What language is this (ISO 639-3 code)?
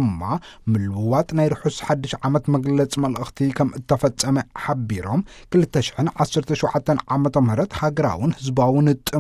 tir